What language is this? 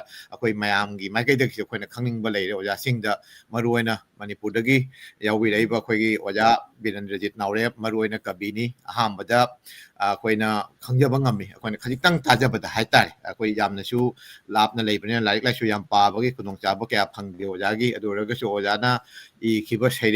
Manipuri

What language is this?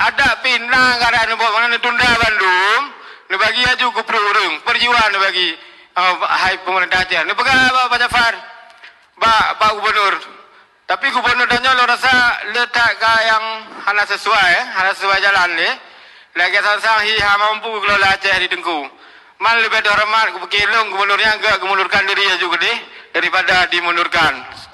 Achinese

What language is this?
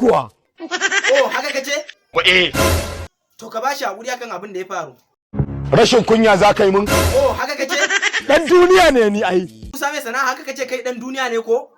Hausa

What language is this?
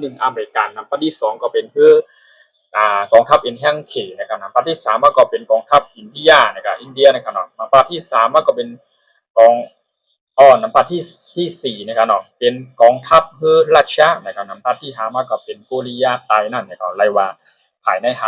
Shan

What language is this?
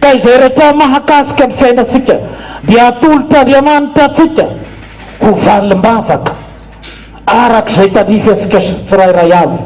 Malagasy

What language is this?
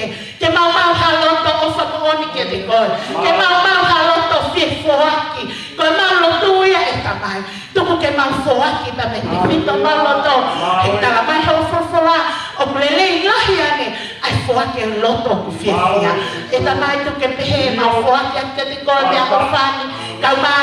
Tongan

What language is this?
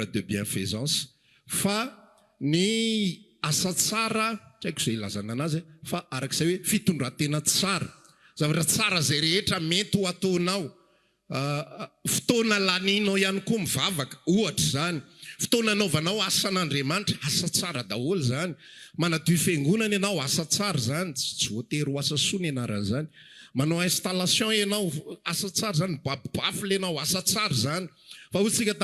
Malagasy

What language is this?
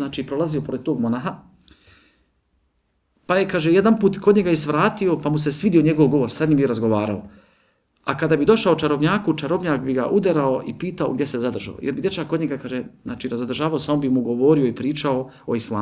Bosnian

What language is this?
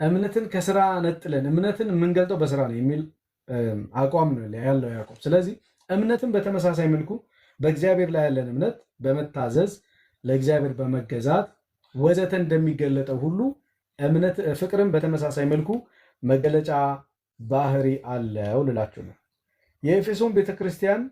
Amharic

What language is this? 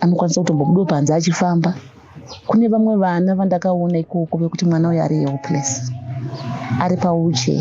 Shona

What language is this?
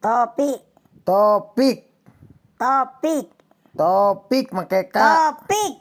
Sundanese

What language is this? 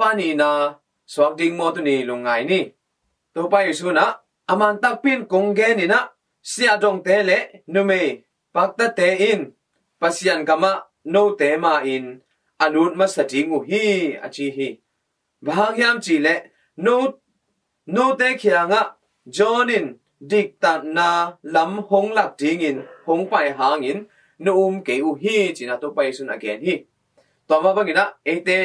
Tedim Chin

